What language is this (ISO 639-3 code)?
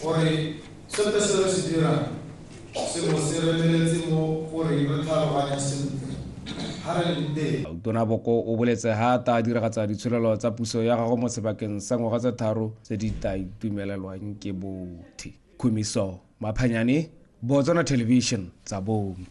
tsn